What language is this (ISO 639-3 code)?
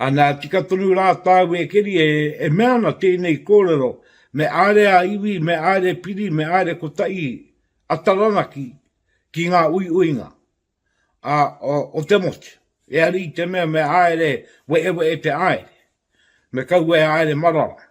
mri